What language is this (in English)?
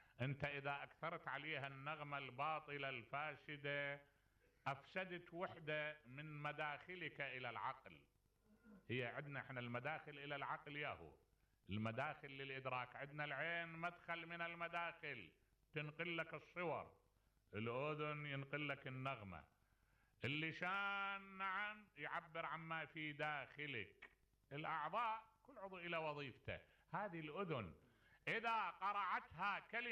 Mesopotamian Arabic